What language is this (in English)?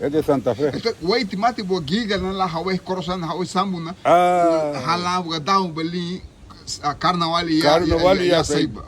Garifuna